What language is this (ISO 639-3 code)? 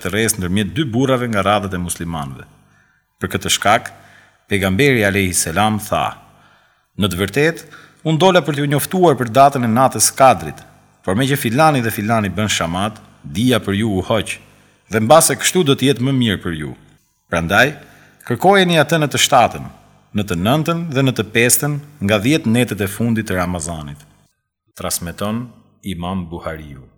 sqi